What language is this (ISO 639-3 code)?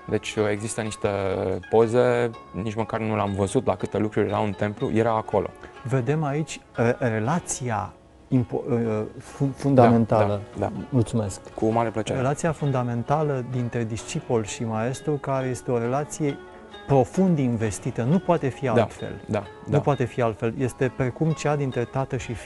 ron